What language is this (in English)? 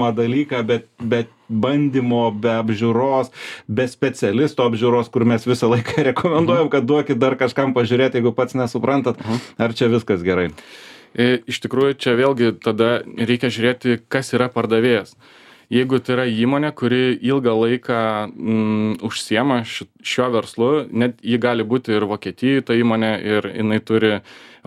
Lithuanian